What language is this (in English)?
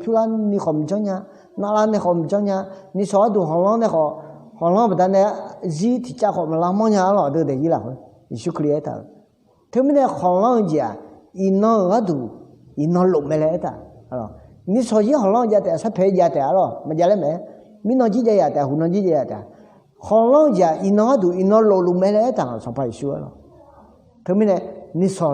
Akha